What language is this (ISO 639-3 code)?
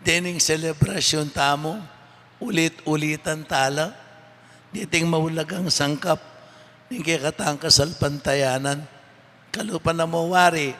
pam